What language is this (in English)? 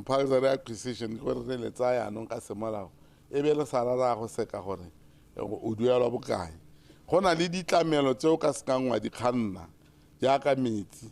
Tswana